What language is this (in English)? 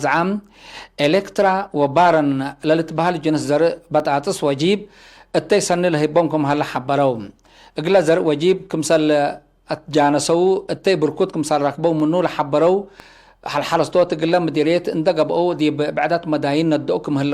Tigre